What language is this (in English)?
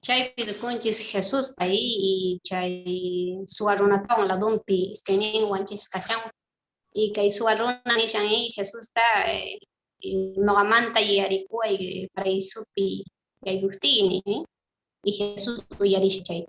Quechua